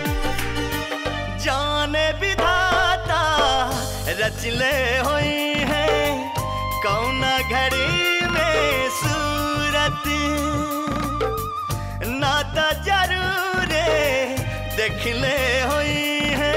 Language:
Bhojpuri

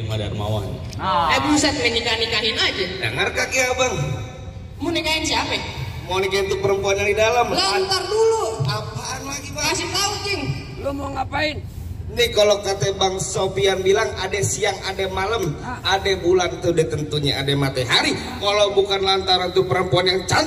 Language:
Betawi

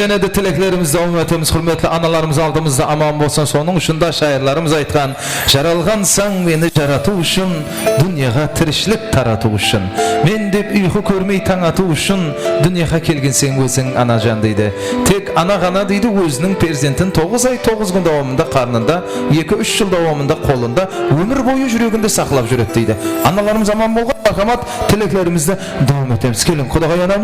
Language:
Kara-Kalpak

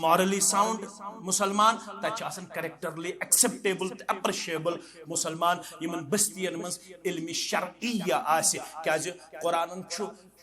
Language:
Kashmiri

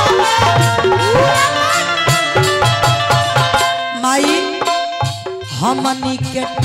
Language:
Bhojpuri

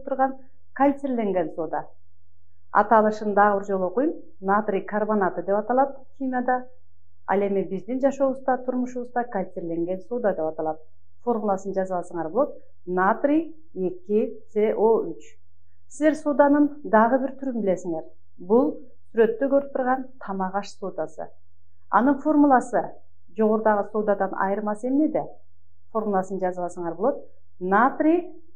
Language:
Kyrgyz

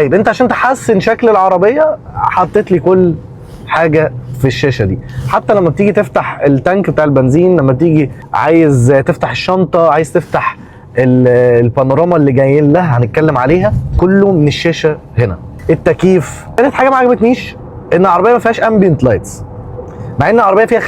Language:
Egyptian Arabic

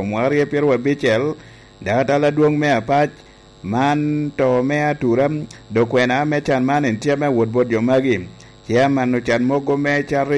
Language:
Lango (Uganda)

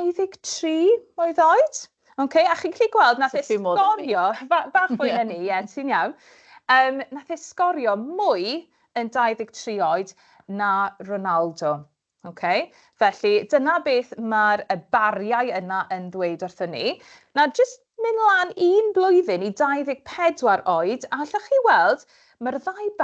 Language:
Welsh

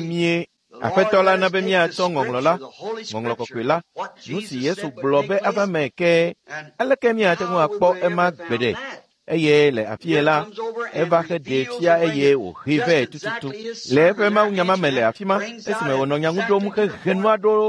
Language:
Ewe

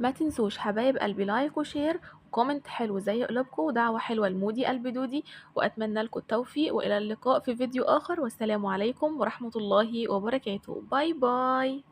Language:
Egyptian Arabic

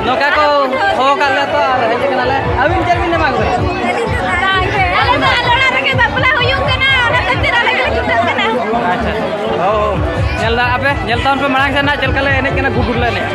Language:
Santali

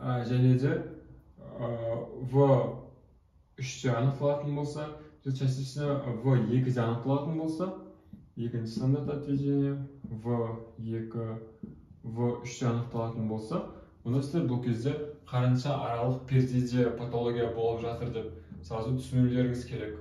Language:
Kazakh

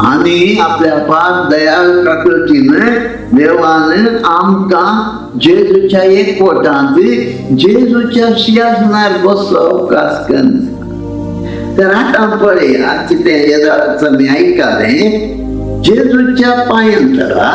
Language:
Konkani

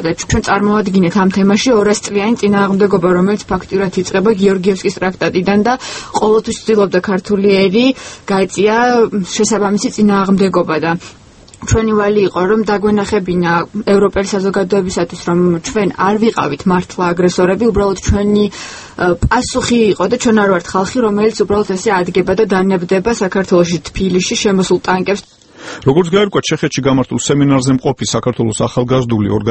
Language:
Georgian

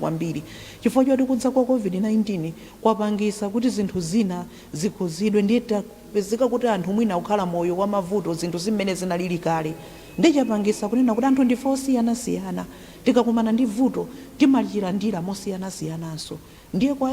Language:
Nyanja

